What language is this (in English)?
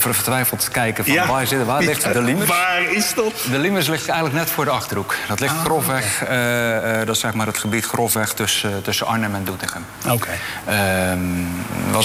Dutch